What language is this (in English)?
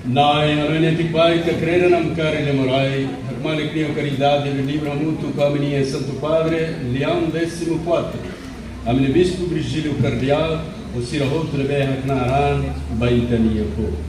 Tetum